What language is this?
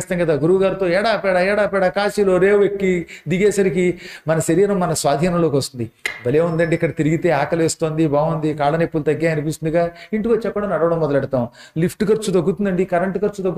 Telugu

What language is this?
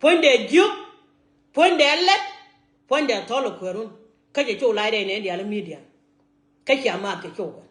Nuer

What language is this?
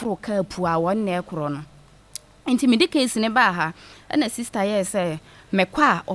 Akan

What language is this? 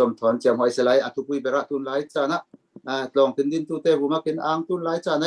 Falam Chin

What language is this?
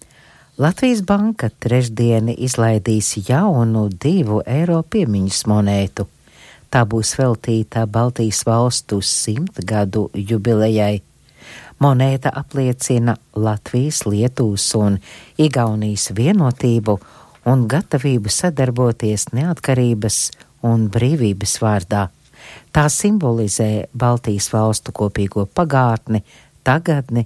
Latvian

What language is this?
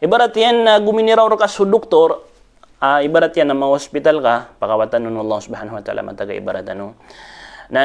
Maranao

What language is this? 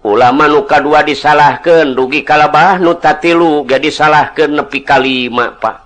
Sundanese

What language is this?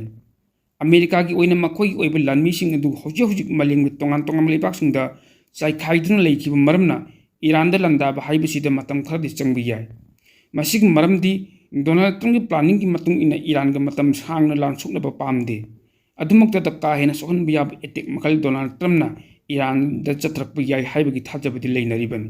Manipuri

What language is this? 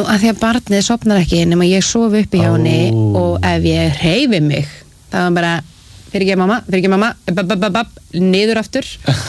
Icelandic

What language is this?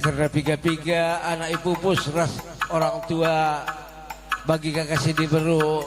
Batak Karo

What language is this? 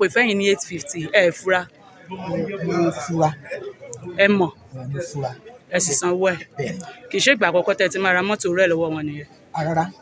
Yoruba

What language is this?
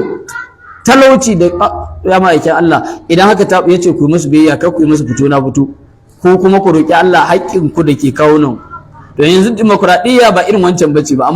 Hausa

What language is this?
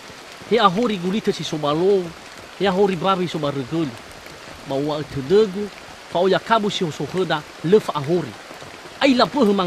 Nias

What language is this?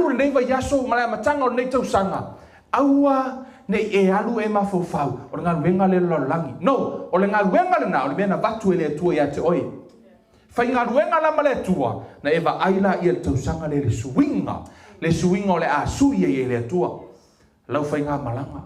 Samoan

